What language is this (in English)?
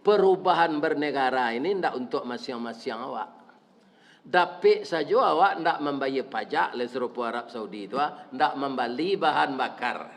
Minangkabau